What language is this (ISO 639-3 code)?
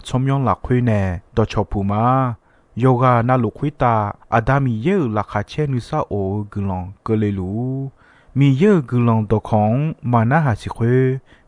ahk